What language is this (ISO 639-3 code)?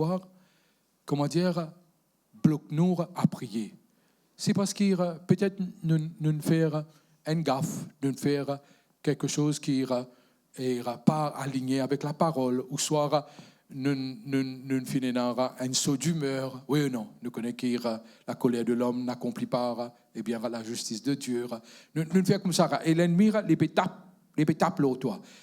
mfe